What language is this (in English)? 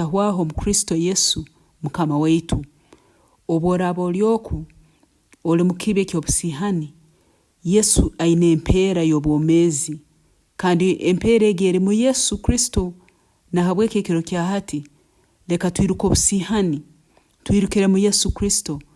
Nyankole